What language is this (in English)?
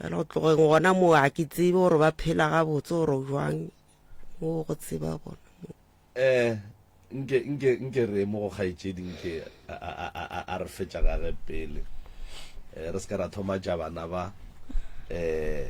Northern Sotho